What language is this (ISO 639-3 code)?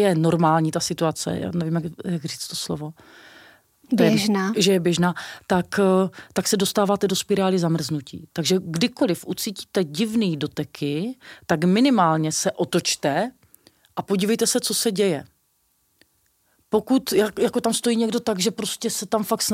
ces